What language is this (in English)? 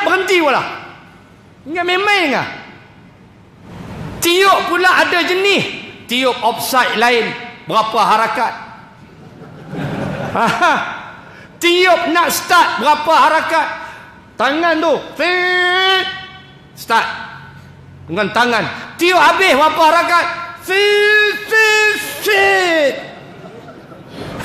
Malay